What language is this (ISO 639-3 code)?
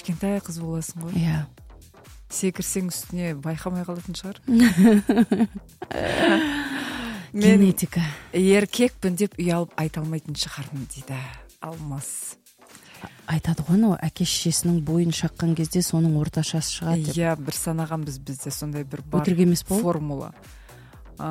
kaz